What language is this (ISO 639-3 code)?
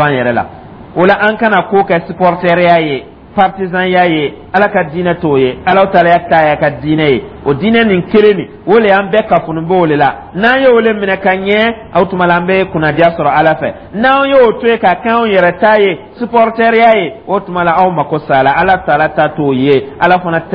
dyu